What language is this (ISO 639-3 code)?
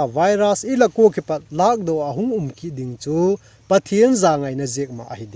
vap